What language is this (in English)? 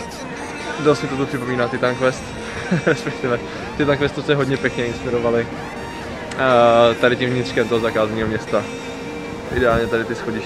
Czech